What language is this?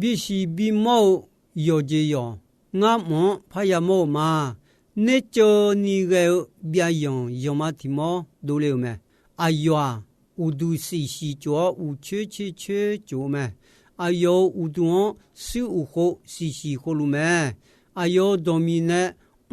Akha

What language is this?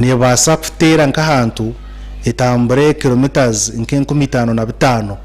Nyankole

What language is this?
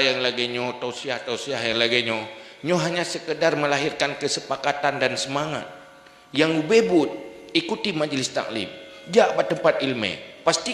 Achinese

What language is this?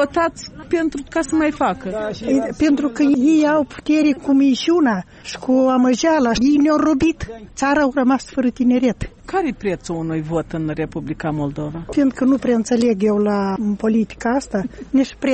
Romanian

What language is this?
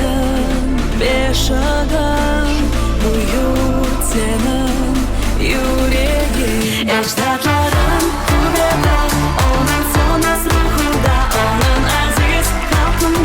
Crimean Tatar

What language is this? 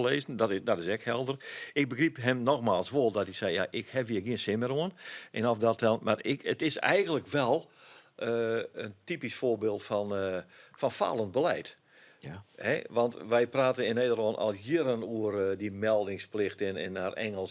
Western Frisian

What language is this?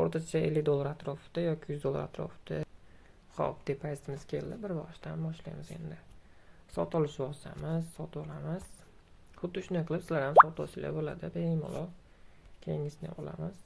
Uzbek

